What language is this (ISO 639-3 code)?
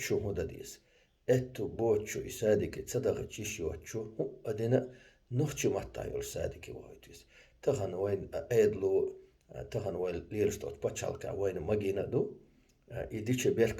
che